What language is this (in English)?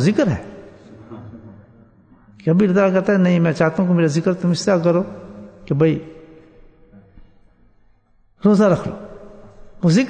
Urdu